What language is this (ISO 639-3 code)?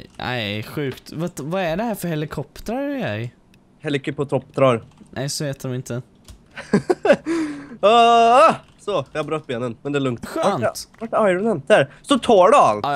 swe